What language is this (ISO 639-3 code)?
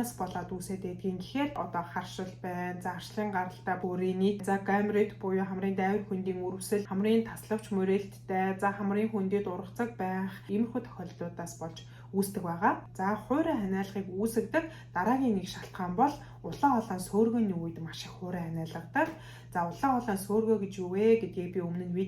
mon